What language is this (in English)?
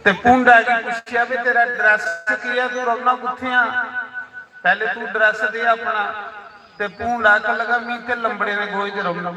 Dogri